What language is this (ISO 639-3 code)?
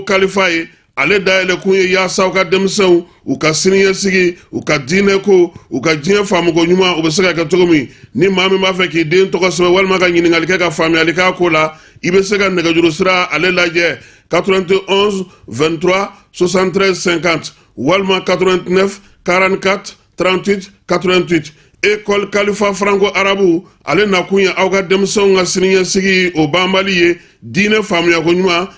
bam